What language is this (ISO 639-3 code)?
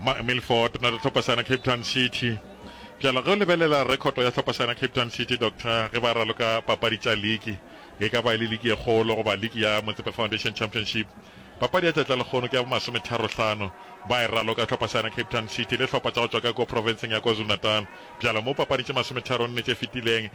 nso